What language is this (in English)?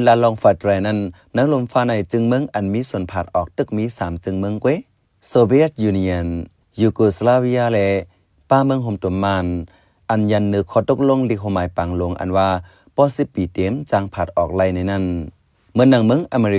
Shan